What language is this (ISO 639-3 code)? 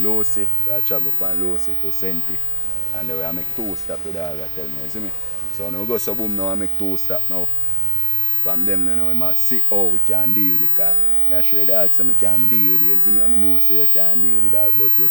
jam